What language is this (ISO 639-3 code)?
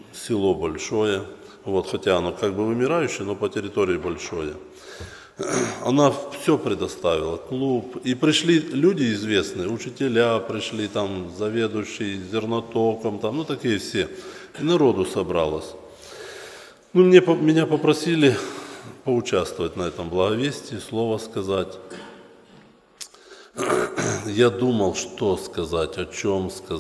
rus